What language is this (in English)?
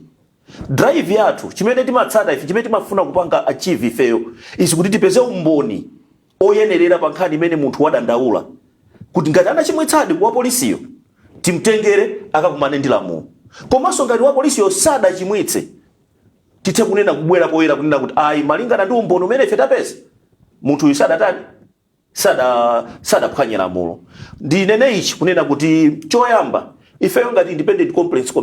Nyanja